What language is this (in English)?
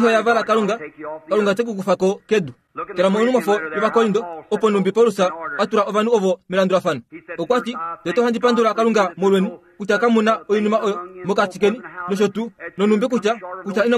Kuanyama